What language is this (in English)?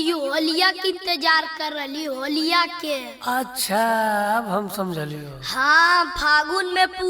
Magahi